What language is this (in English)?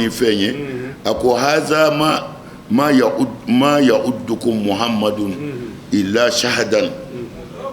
Bambara